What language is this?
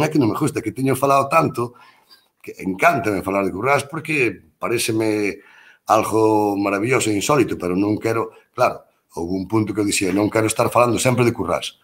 Galician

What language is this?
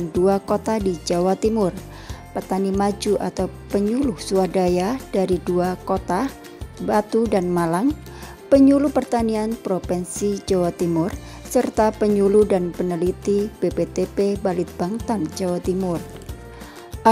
Indonesian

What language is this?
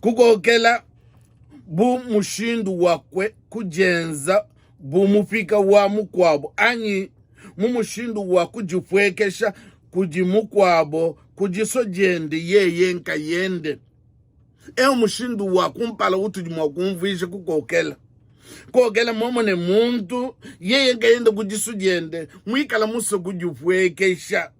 Luba-Lulua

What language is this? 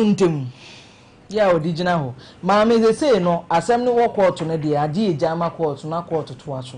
Akan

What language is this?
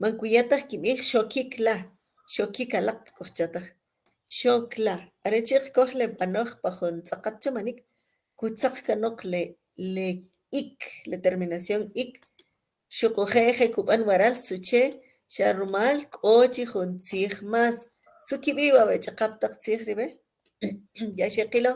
Kʼicheʼ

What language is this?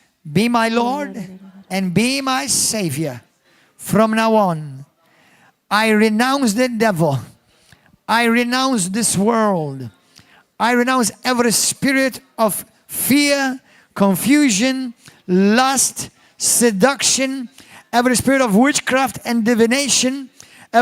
English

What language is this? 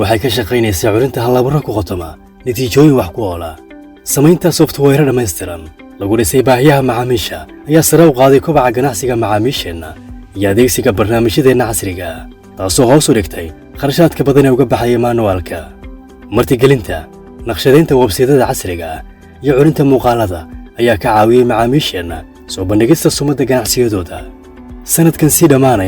Somali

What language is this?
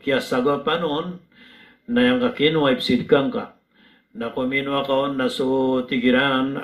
Maranao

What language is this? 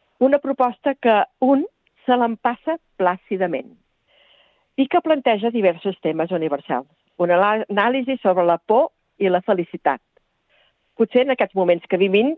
Catalan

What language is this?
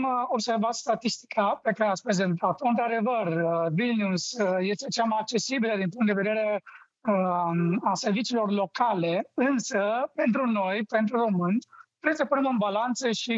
Romanian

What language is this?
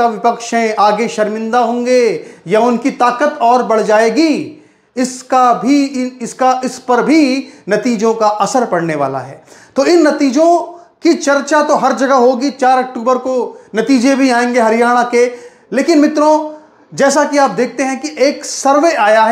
Hindi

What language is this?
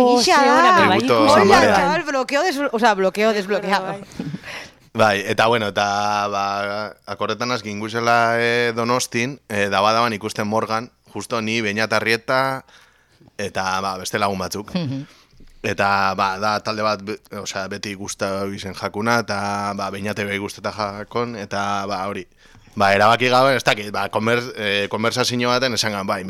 Basque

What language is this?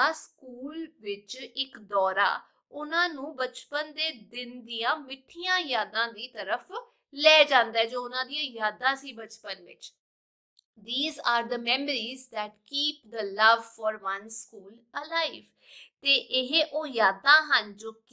Punjabi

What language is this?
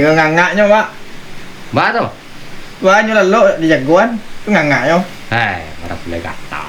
Minangkabau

